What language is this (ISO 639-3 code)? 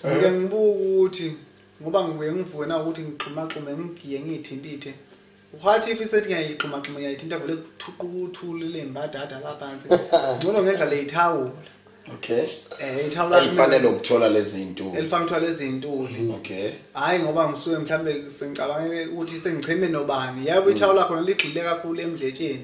zul